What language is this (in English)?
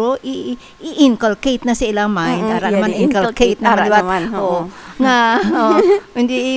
Hiligaynon